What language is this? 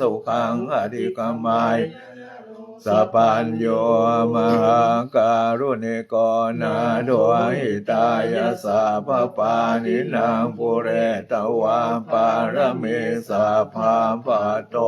Pali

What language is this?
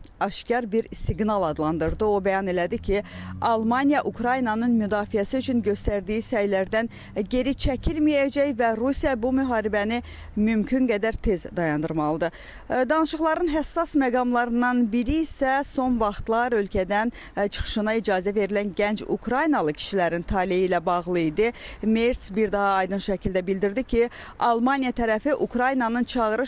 Azerbaijani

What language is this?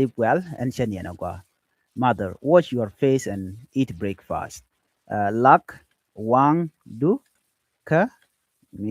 Nuer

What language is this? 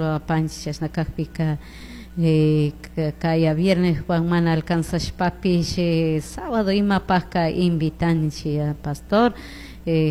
Chimborazo Highland Quichua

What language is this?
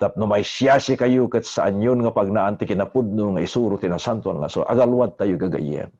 Iloko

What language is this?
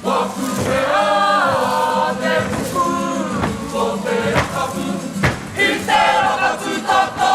Māori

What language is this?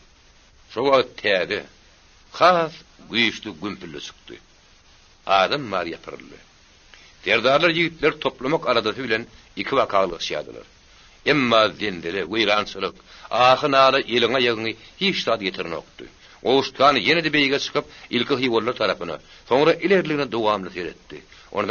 Turkmen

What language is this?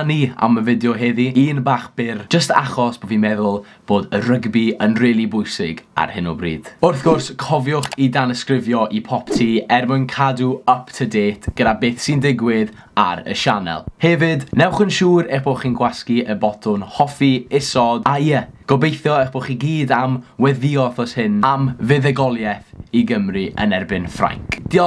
Welsh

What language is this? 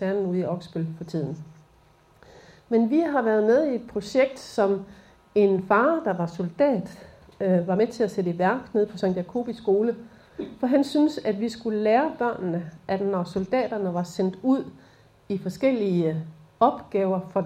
Danish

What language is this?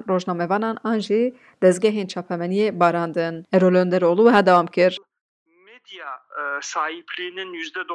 Kurdish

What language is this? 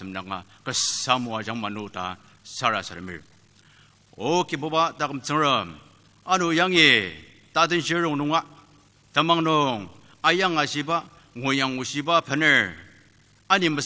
Ao Naga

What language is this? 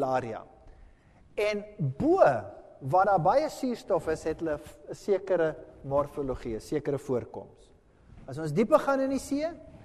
Afrikaans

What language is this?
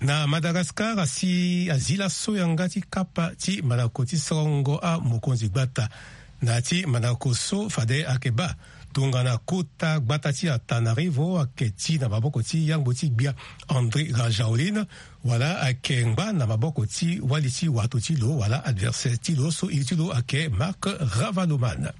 Sango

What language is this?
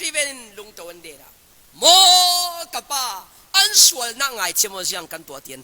Falam Chin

